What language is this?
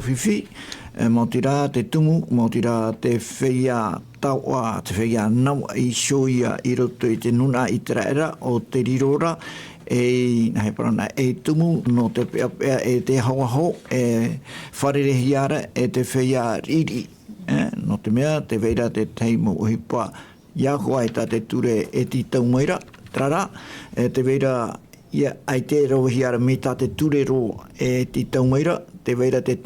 Tahitian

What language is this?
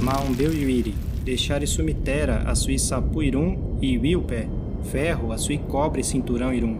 Nheengatu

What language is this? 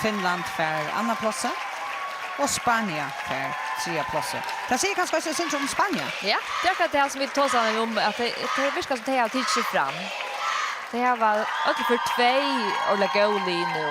Faroese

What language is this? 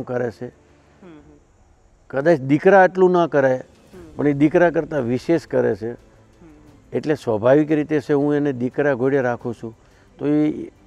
Gujarati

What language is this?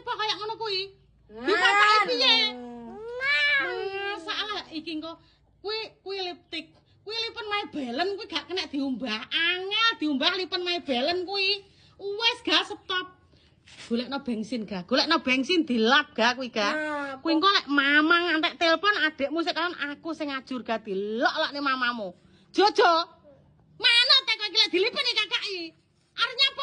Javanese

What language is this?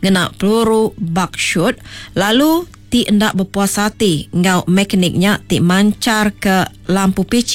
Iban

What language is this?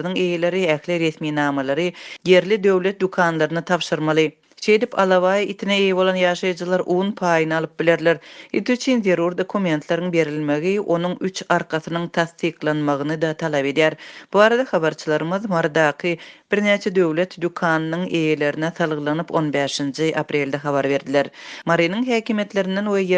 Turkmen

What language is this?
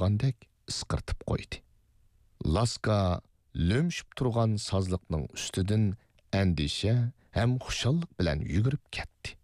Uyghur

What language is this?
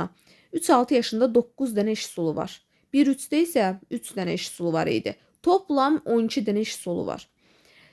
Azerbaijani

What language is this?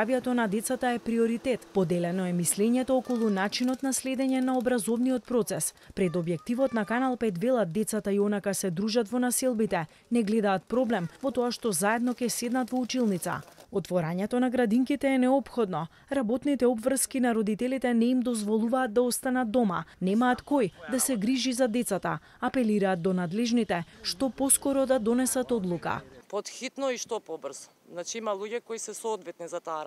Macedonian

